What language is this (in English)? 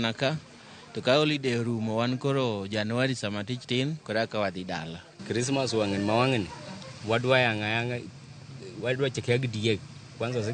Luo (Kenya and Tanzania)